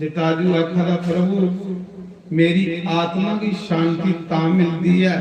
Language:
Dogri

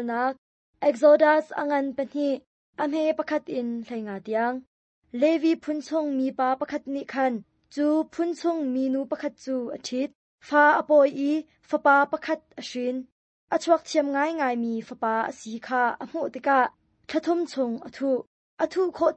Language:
Hakha Chin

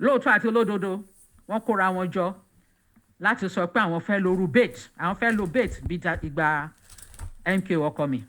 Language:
Yoruba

